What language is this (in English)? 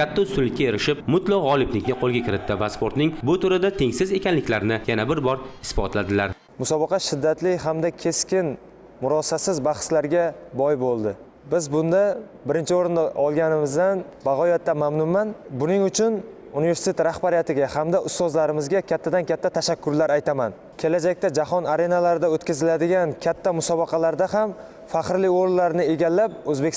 Uzbek